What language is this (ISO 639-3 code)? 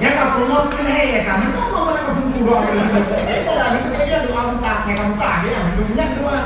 ace